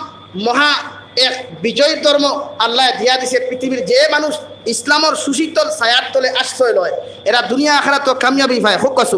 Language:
Sylheti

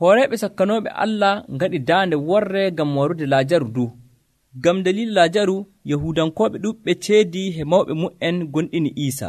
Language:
Nigerian Fulfulde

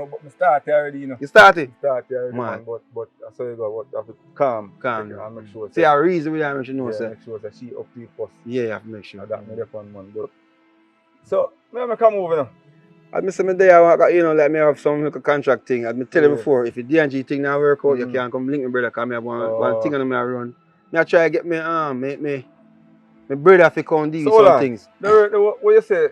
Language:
Jamaican Creole English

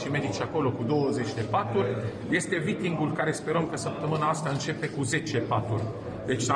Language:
Romanian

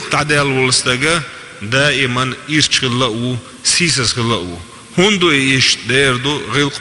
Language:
Chechen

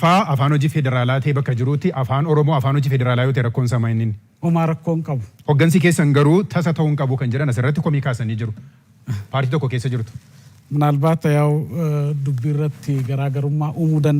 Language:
Oromo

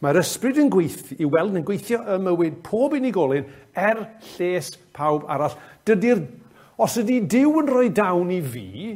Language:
Welsh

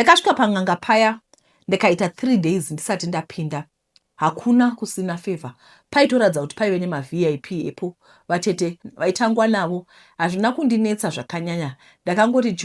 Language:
Shona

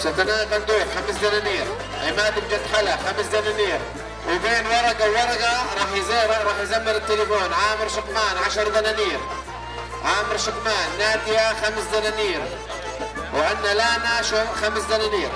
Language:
North Levantine Arabic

